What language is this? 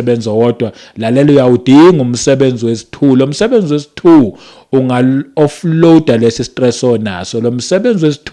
Zulu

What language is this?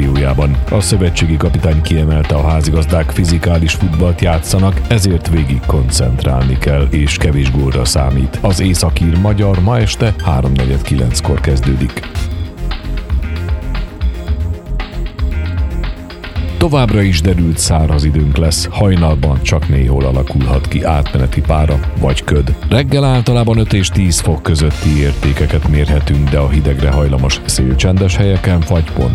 Hungarian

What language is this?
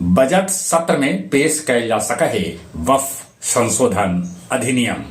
Magahi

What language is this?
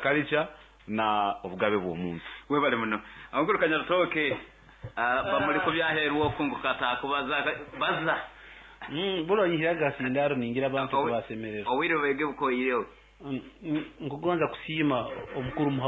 Nyoro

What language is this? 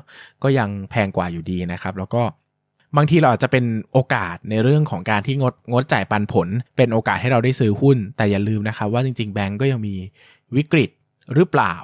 Thai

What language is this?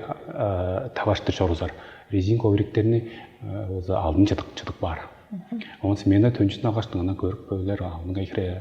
Tuvinian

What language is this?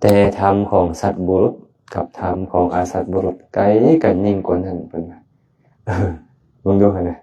Lao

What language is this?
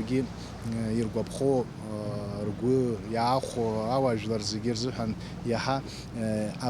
Abkhazian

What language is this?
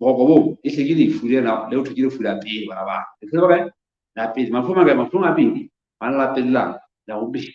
Southern Sotho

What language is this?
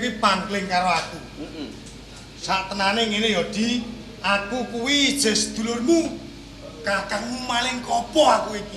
Javanese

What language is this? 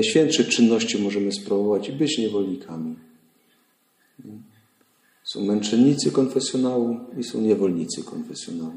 Polish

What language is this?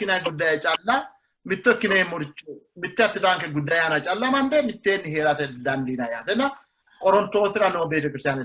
Sidamo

